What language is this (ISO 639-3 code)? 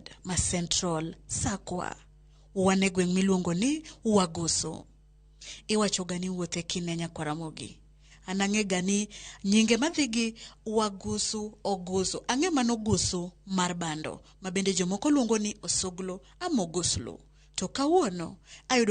luo